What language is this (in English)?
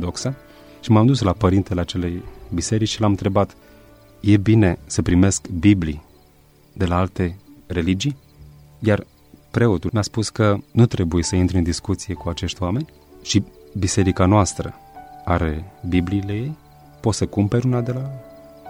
Romanian